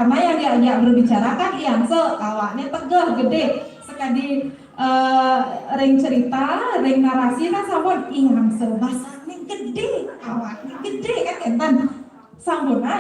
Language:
Balinese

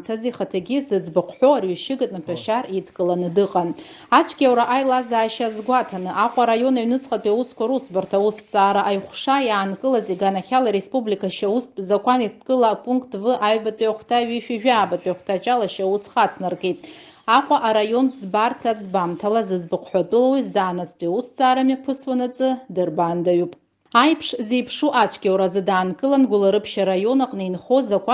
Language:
Abkhazian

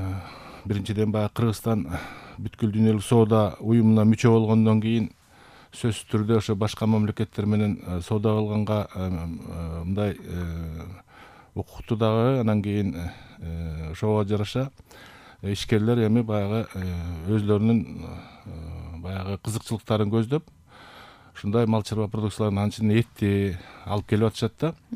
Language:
Kyrgyz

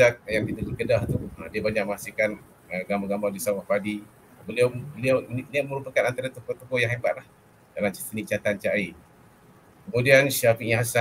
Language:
Malay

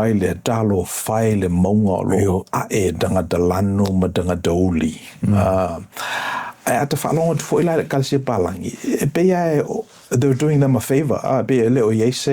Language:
Samoan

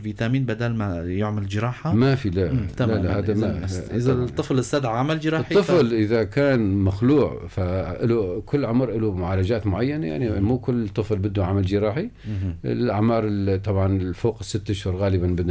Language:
North Levantine Arabic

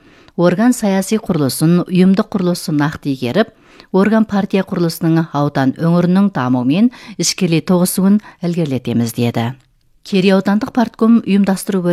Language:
Kazakh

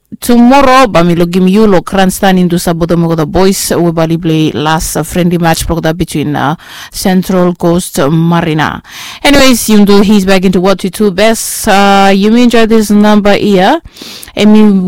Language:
Bislama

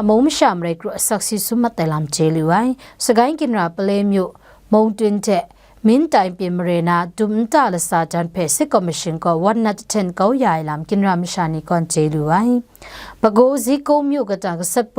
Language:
Kachin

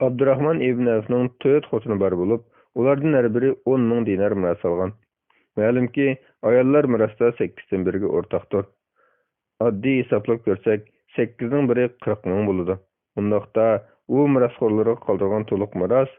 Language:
Uyghur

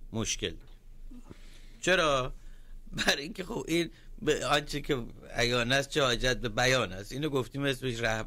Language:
Persian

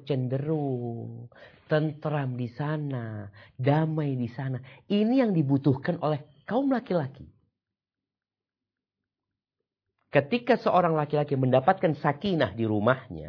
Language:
Indonesian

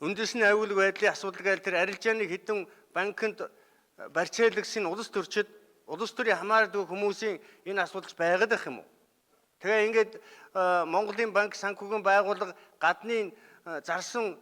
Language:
Mongolian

